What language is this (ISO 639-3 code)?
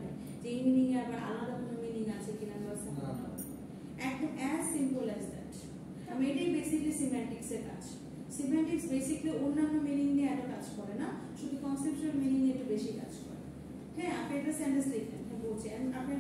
ben